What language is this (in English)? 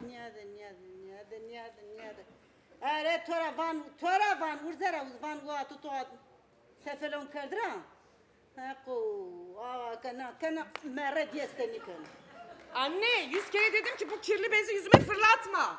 Zaza